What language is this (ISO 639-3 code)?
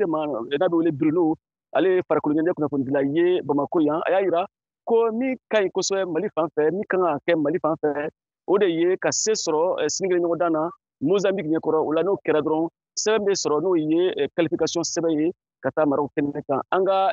bam